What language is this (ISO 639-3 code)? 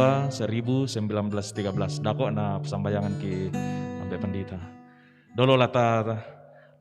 sda